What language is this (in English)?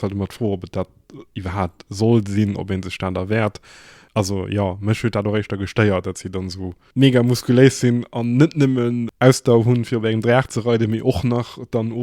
Luxembourgish